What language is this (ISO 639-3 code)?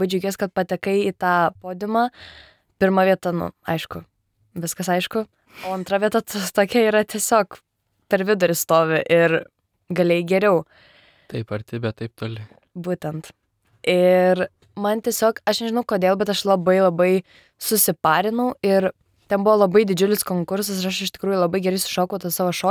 lit